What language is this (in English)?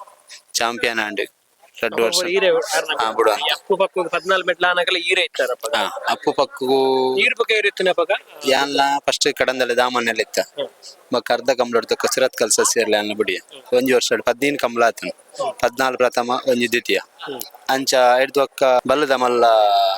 Tulu